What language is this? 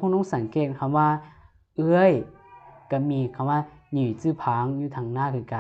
Lao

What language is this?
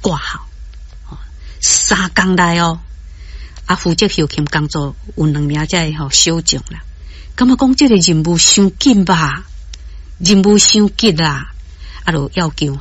Min Nan Chinese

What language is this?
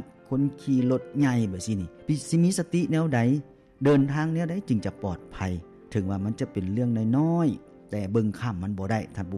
Lao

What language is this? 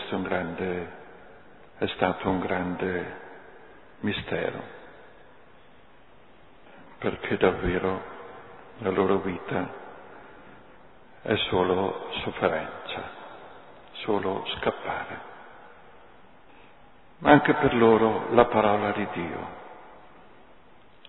Italian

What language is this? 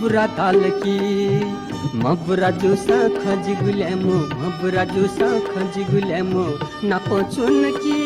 Newari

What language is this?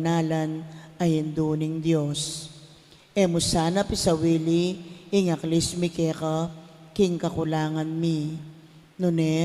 Pampanga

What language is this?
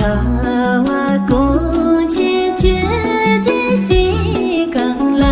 Tibetan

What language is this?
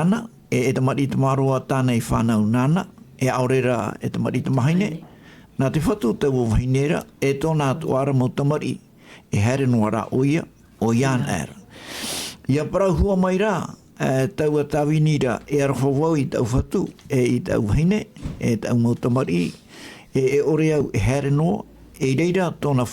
Tahitian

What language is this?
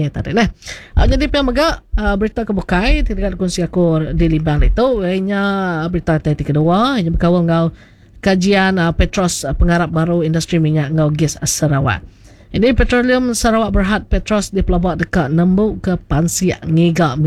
Iban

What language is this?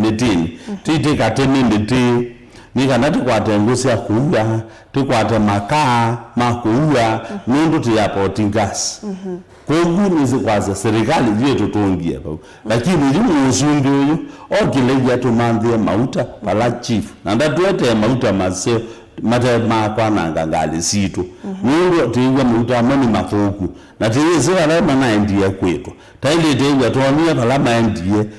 Kamba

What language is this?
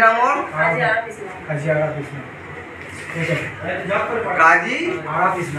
Bangla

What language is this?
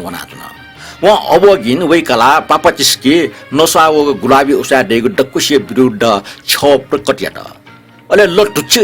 Newari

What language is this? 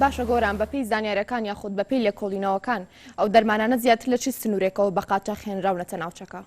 Central Kurdish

